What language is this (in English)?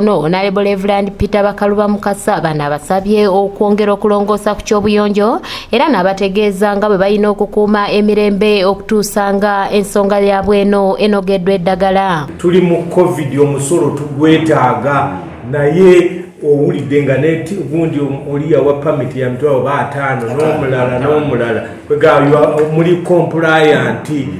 Ganda